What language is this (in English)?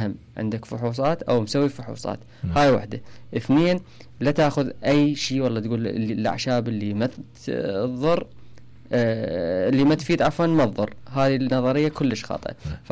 Mesopotamian Arabic